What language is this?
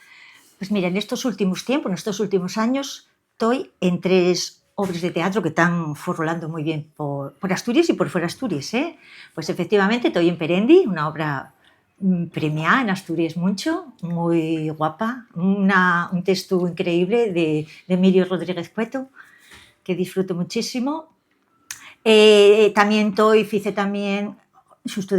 Asturian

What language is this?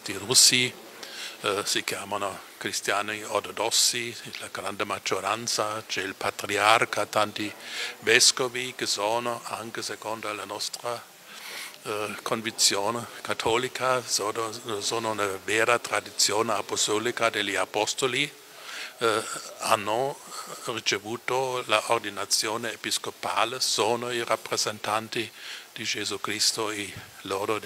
Italian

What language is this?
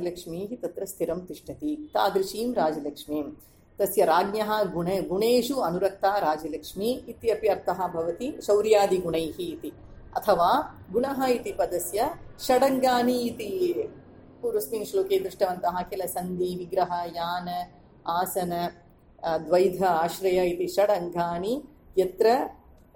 Sanskrit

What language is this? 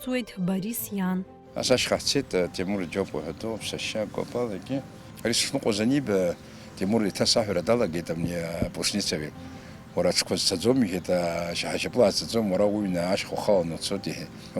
Abkhazian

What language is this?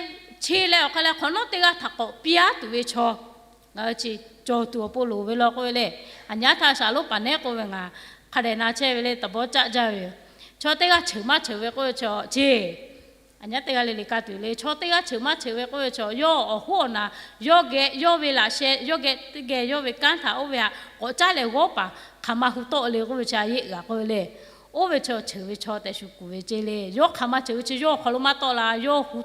Lahu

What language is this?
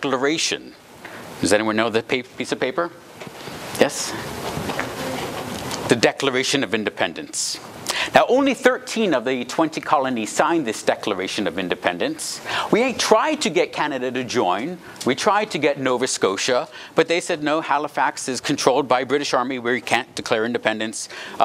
English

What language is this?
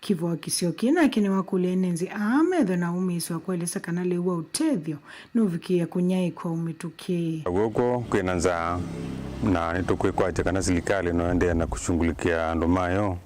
Kamba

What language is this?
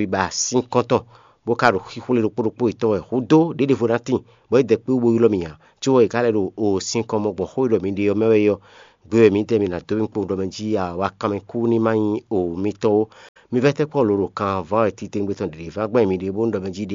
Fon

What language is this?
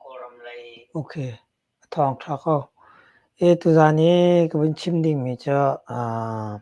Hakha Chin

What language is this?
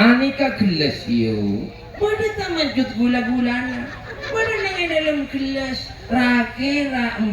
Madurese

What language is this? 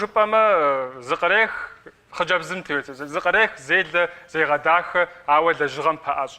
Kabardian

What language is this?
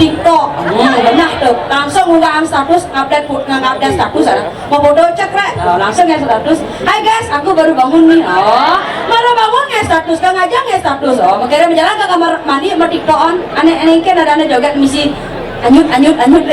Balinese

